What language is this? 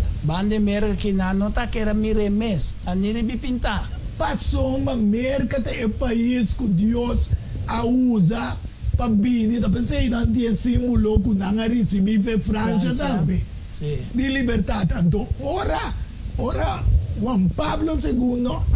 Papiamento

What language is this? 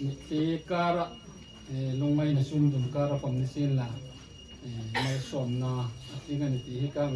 Hmar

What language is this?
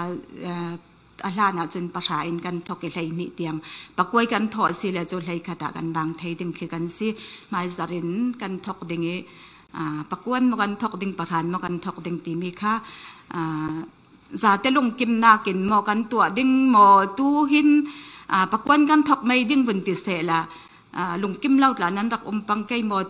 Falam Chin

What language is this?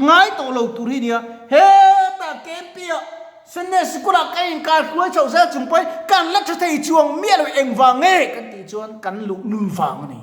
Mizo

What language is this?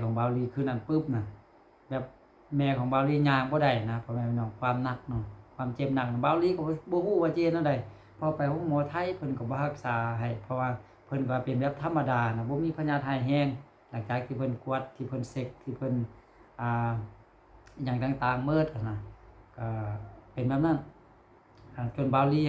Lao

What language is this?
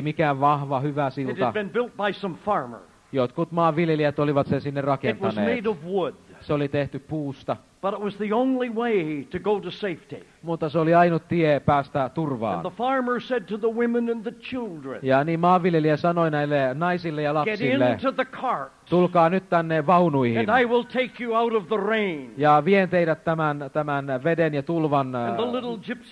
Finnish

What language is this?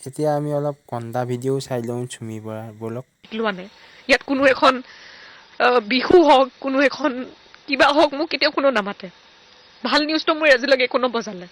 Assamese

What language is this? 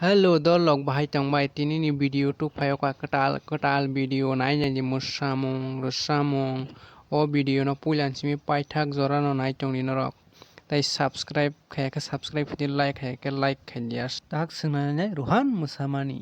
Kok Borok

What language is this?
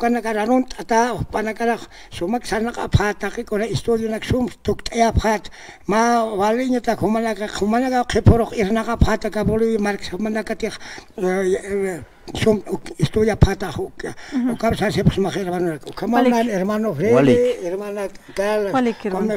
Aymara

